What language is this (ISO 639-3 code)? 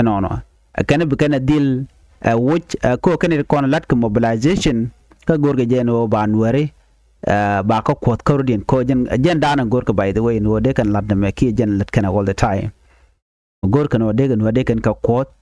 nus